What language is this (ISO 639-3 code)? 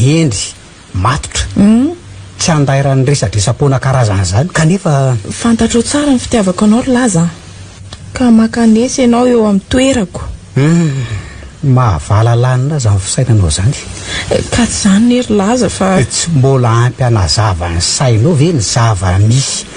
mlg